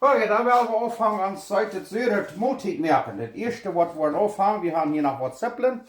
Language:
Plautdietsch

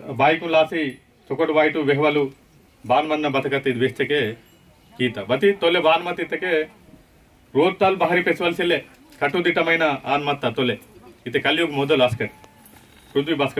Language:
Aheri Gondi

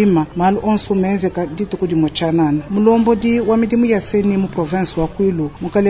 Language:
Luba-Lulua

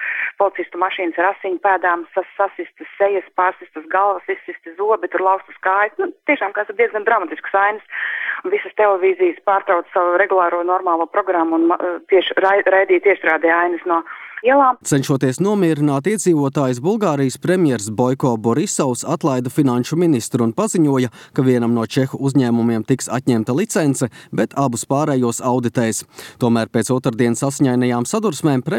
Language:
Latvian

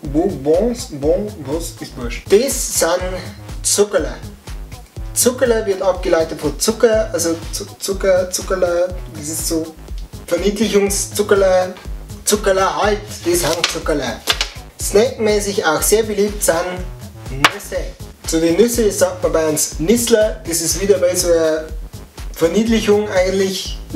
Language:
Bavarian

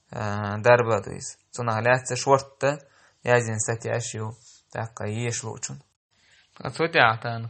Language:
Chechen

